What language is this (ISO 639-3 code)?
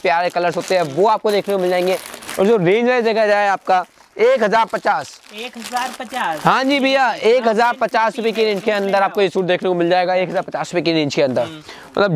hin